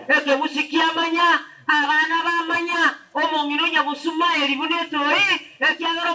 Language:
Gusii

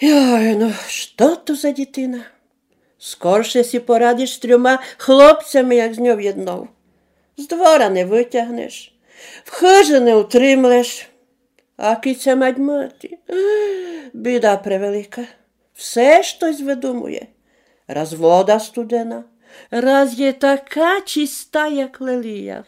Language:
Rusyn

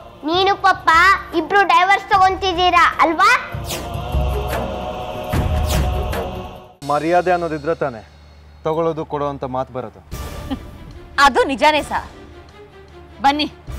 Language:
Kannada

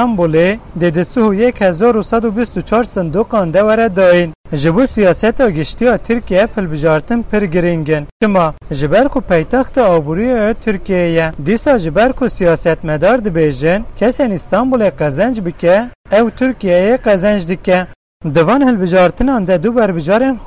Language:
Kurdish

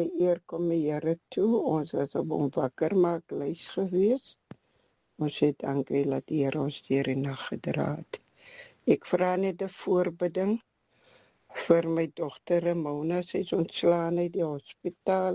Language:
Afrikaans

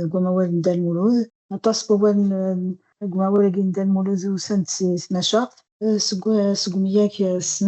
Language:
Kabyle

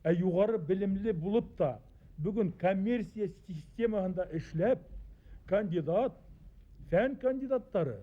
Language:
Bashkir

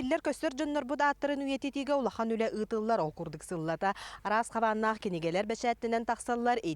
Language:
Yakut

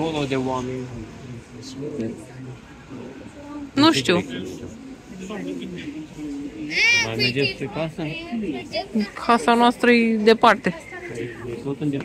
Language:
Romanian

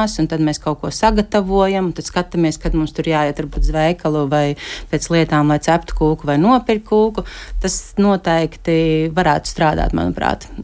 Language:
Latvian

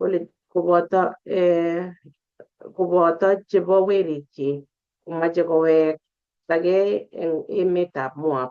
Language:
Kalenjin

